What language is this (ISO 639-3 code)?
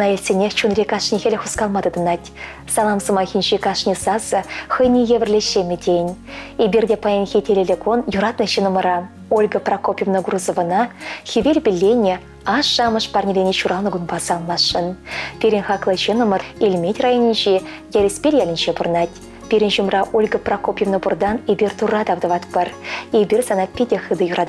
chv